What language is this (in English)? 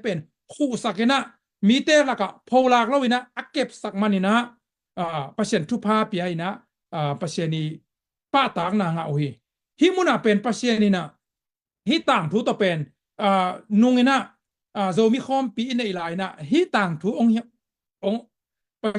Tedim Chin